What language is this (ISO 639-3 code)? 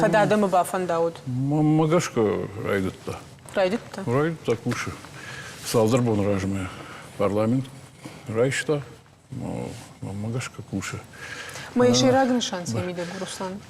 oss